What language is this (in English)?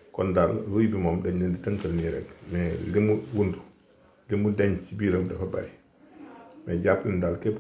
Wolof